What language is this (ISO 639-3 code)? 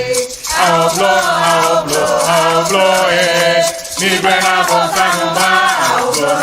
ewe